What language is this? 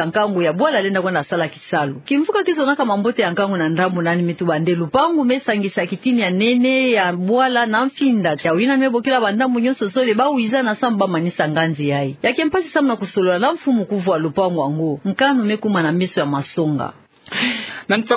Kituba (Democratic Republic of Congo)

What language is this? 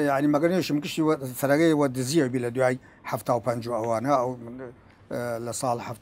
Southern Kurdish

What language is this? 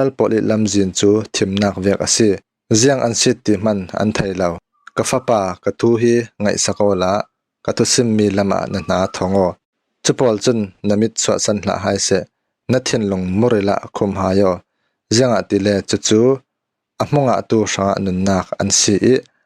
Falam Chin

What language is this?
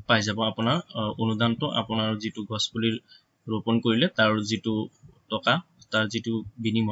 Assamese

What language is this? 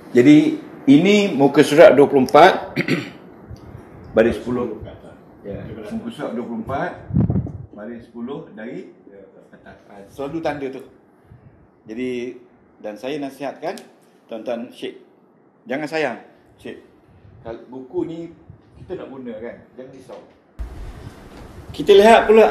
Malay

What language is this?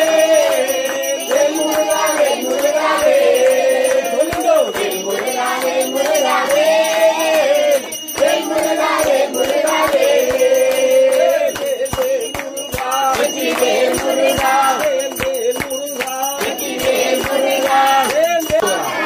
Tamil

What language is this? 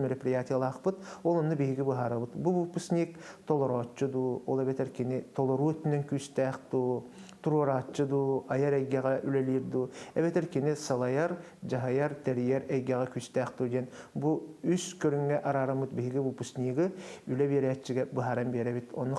Yakut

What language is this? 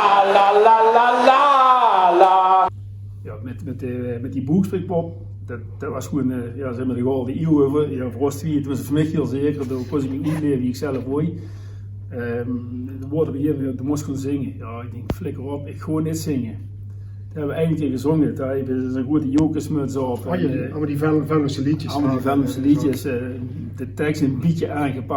Limburgish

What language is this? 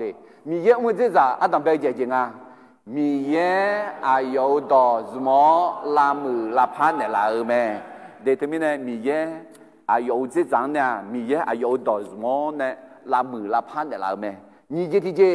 Akha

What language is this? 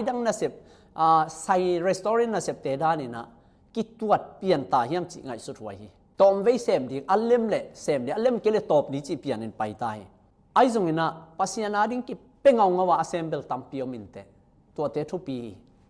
Tedim Chin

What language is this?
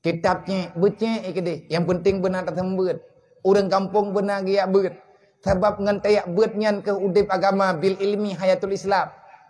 Achinese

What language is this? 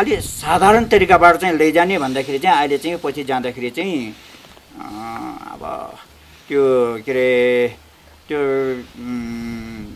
Nepali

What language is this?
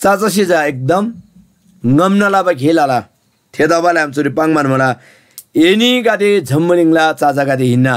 Eastern Tamang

